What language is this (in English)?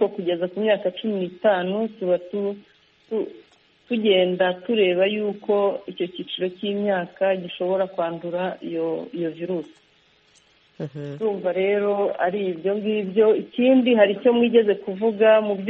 Kinyarwanda